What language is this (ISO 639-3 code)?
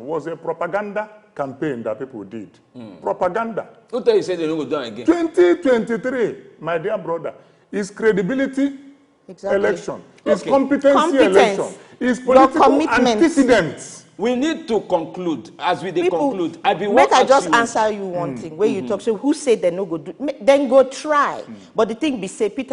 pcm